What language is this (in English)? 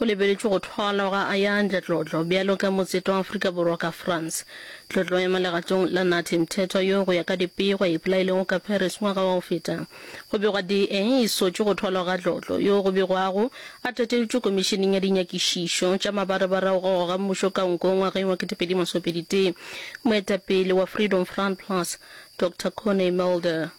Northern Sotho